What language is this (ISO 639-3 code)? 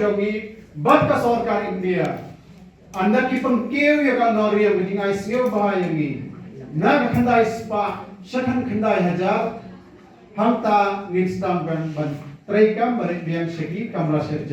kha